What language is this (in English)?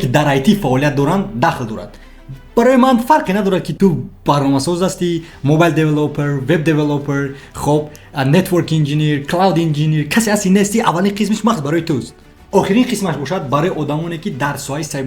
Tajik